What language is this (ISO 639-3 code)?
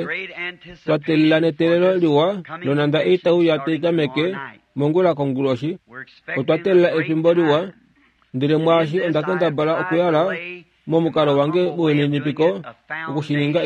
kua